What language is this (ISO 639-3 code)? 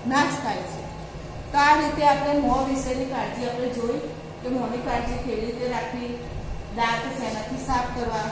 guj